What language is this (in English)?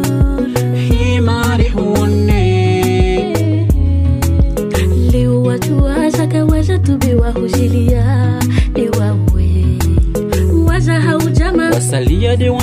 Swahili